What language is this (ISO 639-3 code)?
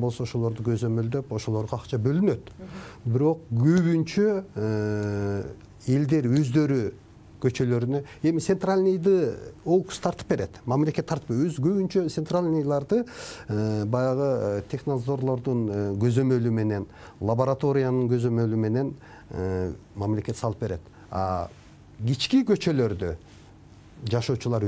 kir